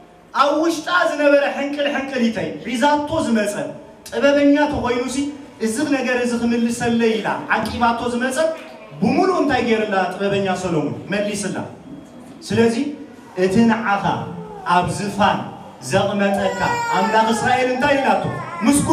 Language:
Tigrinya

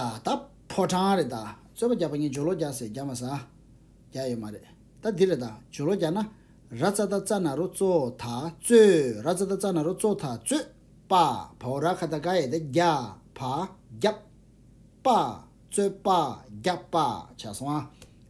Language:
Tibetan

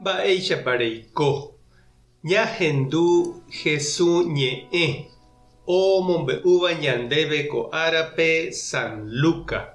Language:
Guarani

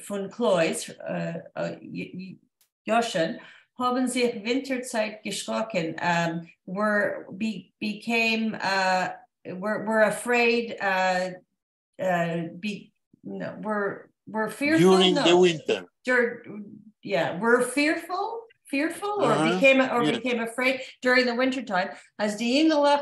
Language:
Yiddish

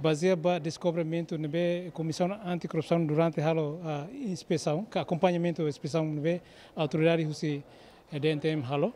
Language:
Tetum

